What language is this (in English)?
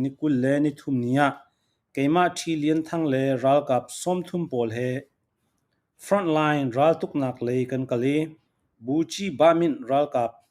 Falam Chin